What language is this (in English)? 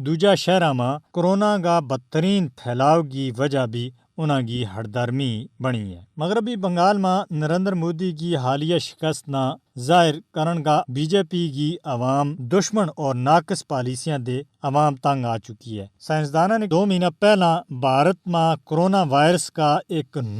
Gujari